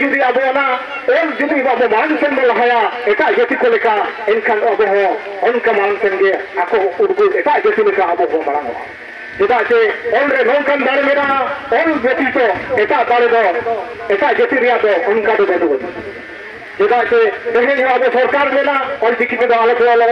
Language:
Santali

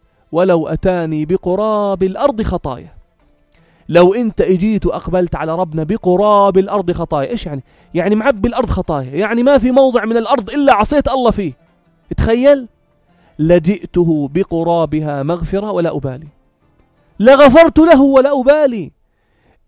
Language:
North Levantine Arabic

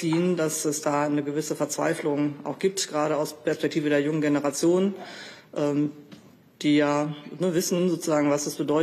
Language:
German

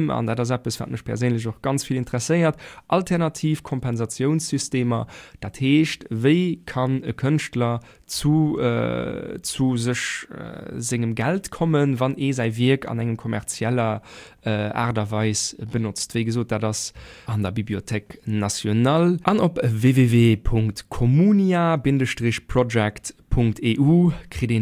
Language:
Luxembourgish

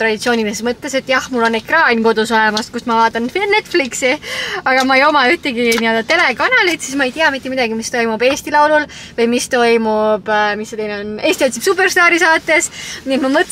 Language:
Estonian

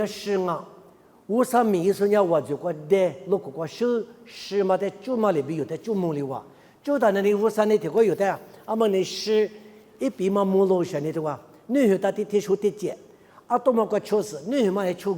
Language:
Lisu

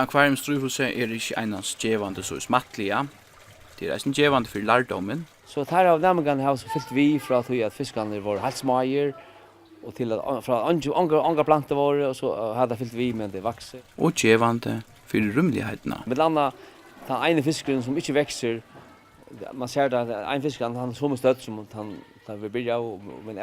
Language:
Faroese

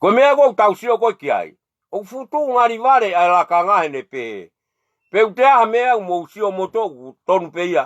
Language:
Tongan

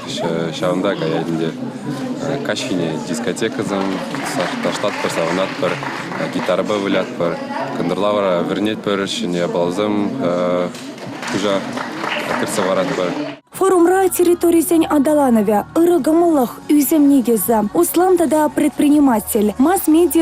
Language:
Chuvash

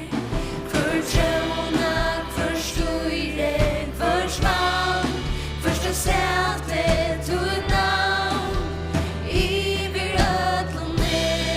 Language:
Faroese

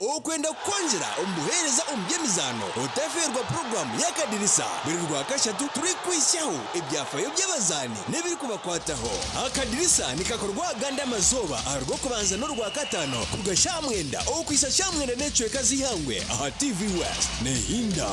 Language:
Nyankole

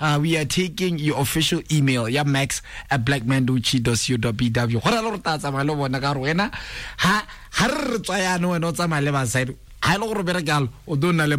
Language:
Tswana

